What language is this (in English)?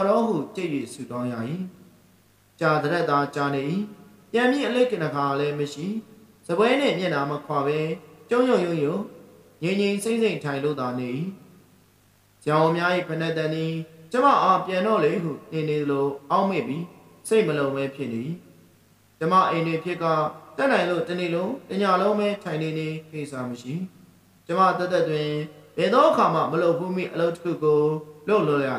Burmese